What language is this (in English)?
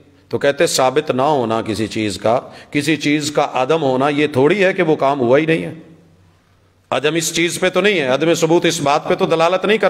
Urdu